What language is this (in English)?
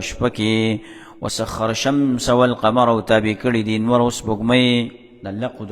Pashto